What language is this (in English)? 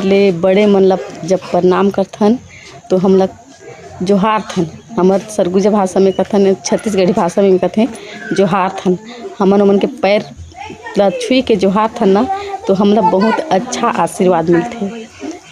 Chhattisgarhi